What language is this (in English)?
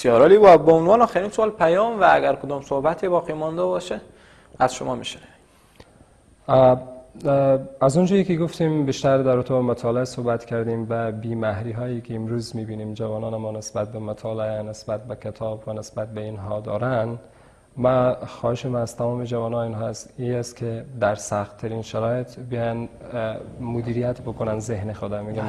Persian